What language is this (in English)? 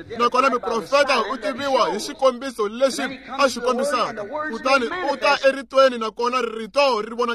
Tsonga